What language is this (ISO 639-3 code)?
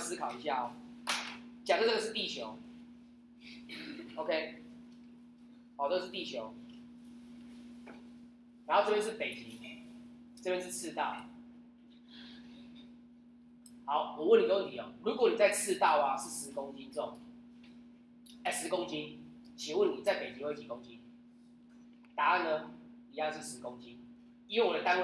zho